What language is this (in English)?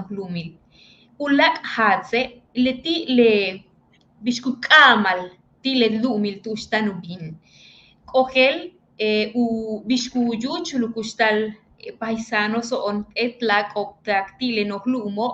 Yucateco